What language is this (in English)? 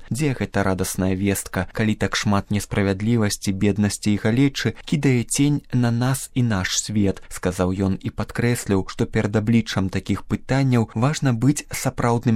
Belarusian